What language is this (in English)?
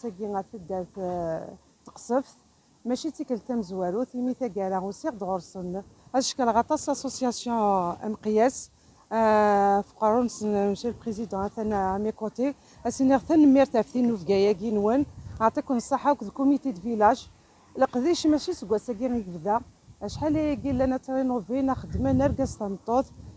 Kabyle